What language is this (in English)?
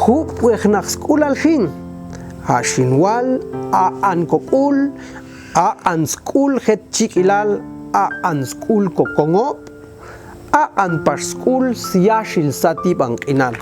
Popti'